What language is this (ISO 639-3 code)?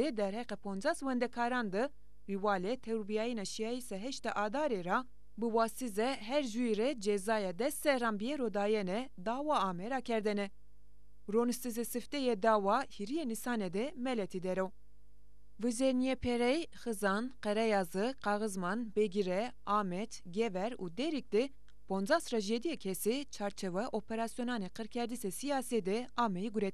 zza